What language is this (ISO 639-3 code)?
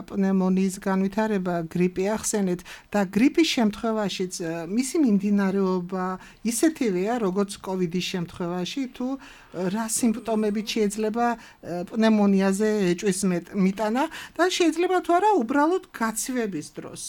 kat